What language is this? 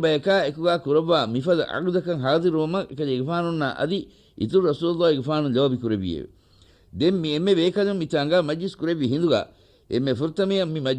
Divehi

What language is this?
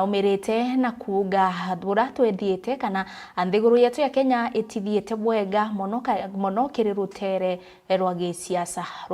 Meru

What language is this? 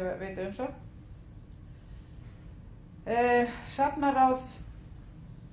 Icelandic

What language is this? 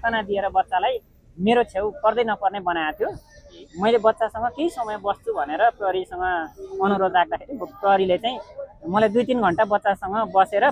Nepali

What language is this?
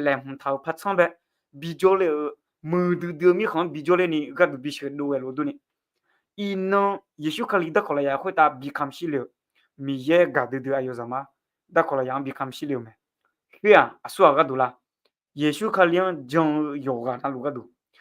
Akha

